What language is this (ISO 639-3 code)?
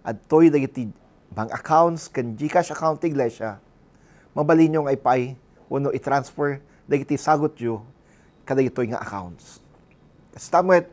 ilo